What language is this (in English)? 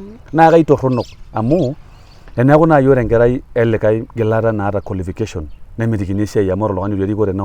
Masai